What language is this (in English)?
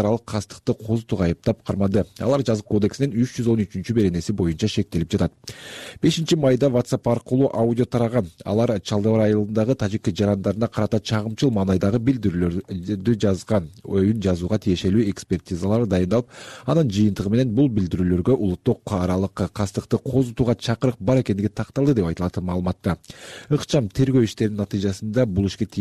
Kyrgyz